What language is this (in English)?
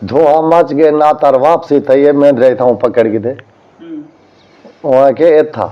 Saraiki